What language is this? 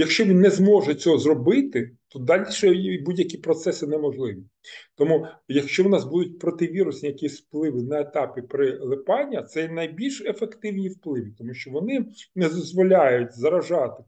Ukrainian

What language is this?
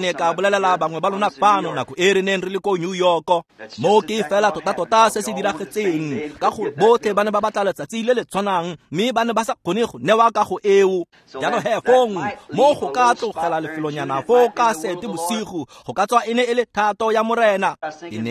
Tswana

